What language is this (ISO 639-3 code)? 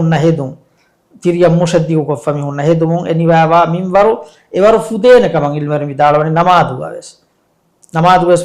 div